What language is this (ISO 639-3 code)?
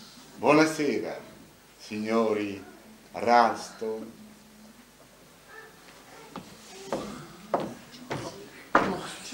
ita